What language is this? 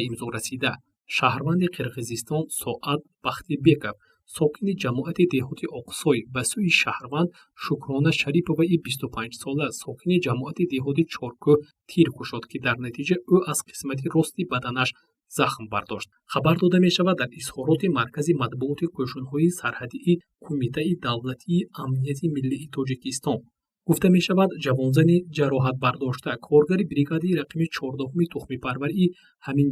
Tajik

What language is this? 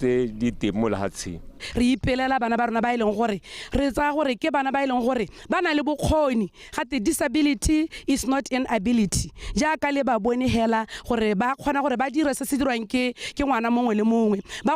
Tswana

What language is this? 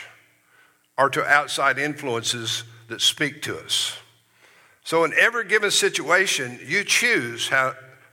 English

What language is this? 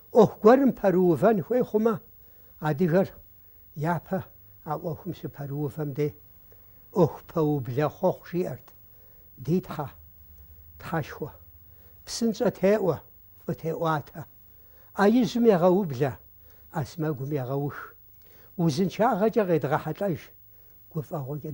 Kabardian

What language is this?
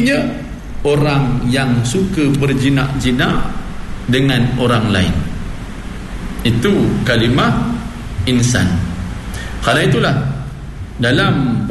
Malay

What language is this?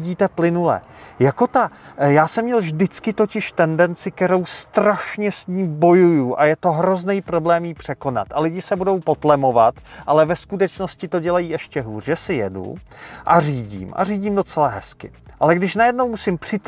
Czech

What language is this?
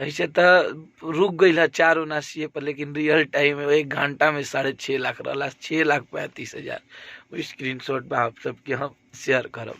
Bhojpuri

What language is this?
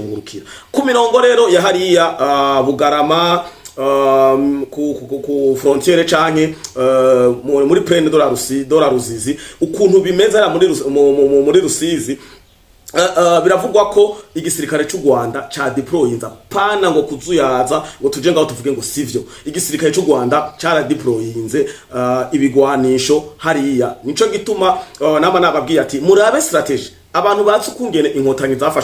Rundi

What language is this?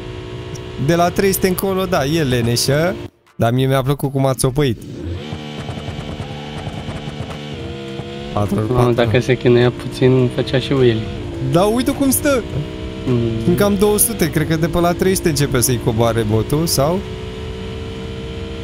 Romanian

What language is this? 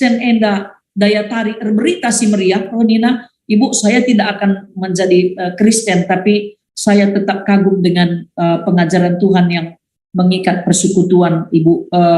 Batak Karo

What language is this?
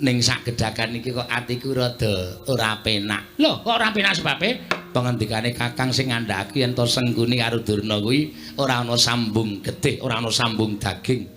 Javanese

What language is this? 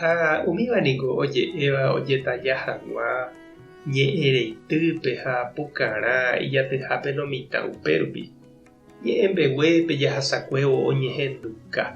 Guarani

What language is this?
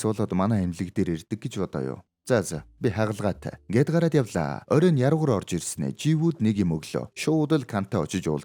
Mongolian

